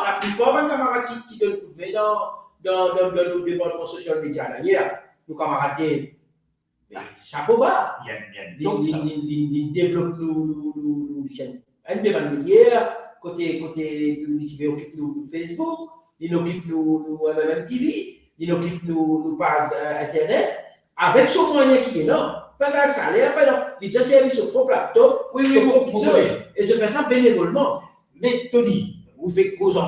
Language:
Morisyen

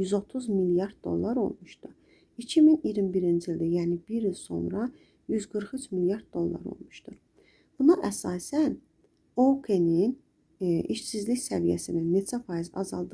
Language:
Azerbaijani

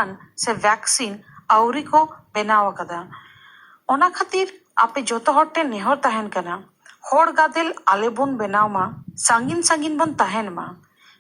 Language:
Santali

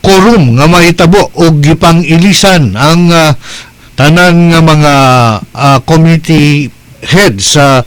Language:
Cebuano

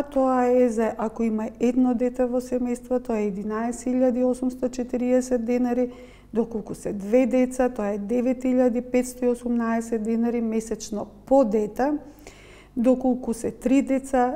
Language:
Macedonian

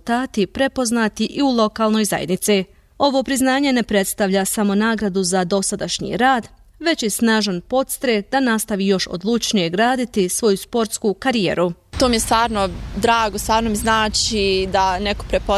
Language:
Bosnian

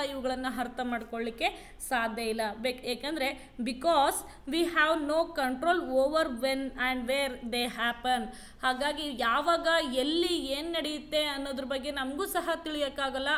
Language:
Kannada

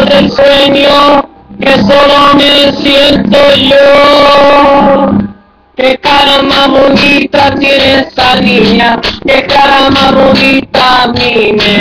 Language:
Spanish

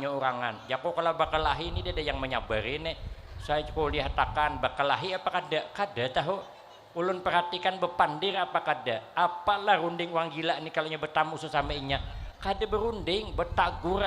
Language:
Banjar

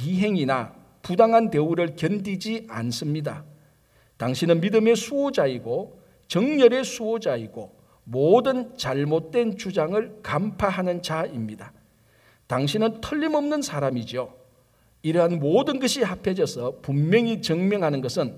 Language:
Korean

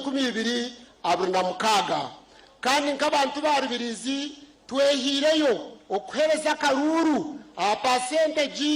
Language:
Nyankole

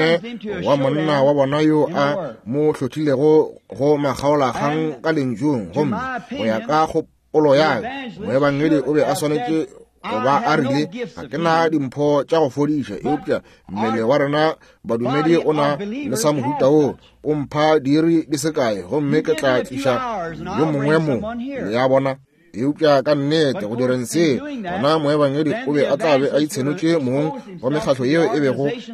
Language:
Northern Sotho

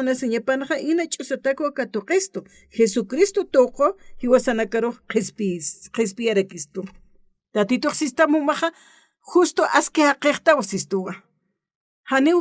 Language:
Aymara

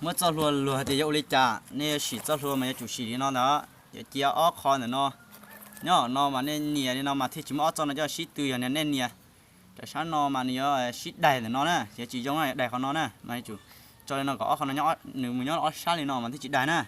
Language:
Hmong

